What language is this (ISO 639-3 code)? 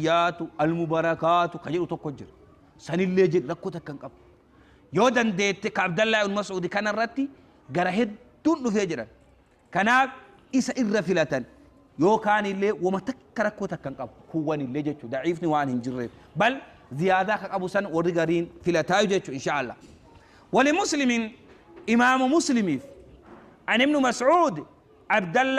orm